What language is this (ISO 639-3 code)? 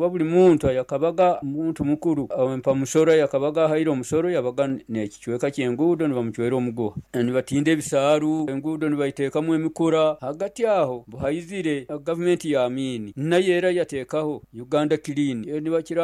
nyo